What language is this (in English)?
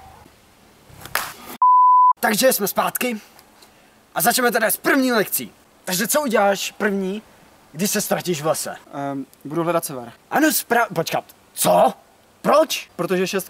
Czech